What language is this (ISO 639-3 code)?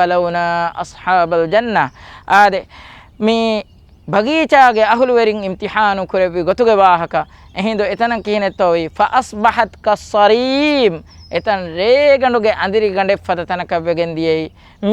div